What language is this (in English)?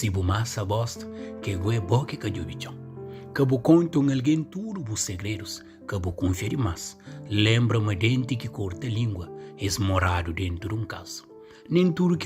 Kabuverdianu